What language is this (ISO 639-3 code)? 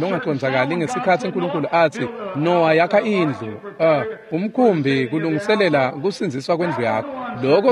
ssw